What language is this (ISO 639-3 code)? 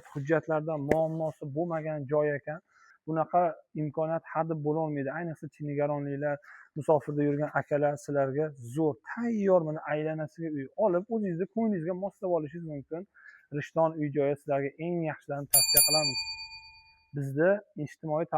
uzb